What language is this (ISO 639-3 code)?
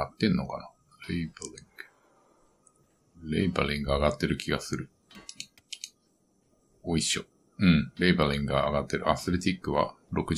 jpn